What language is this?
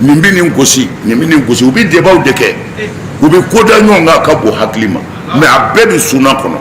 Bambara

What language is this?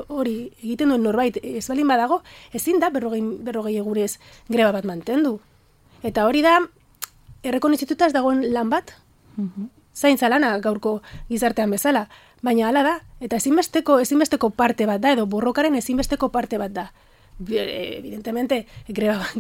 Basque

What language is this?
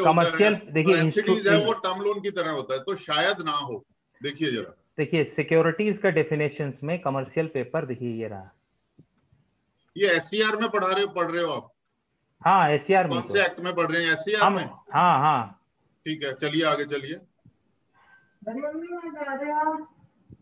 Hindi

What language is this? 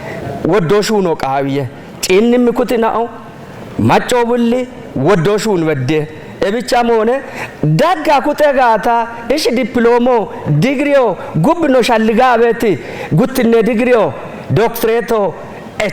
Kafa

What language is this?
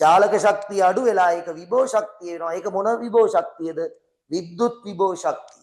Sinhala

